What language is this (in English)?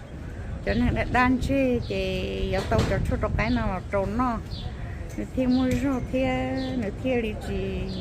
Hmong